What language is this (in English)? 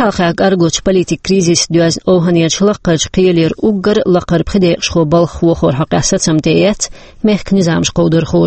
Chechen